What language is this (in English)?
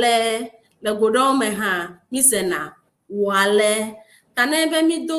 Ewe